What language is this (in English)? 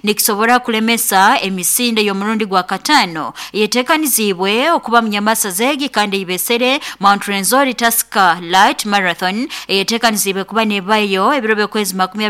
Nyoro